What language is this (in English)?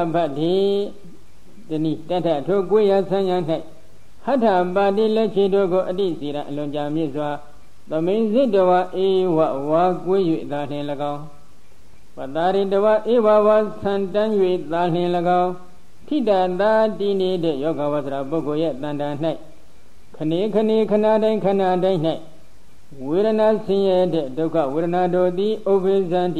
Burmese